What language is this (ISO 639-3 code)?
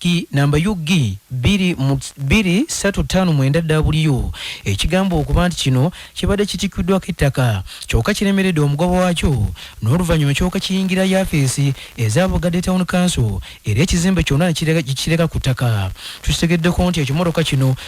lug